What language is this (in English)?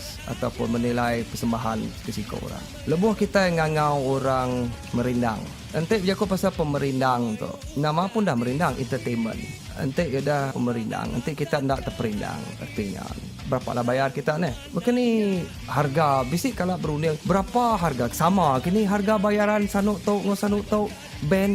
Iban